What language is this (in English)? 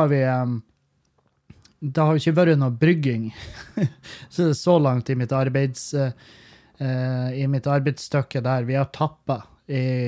Norwegian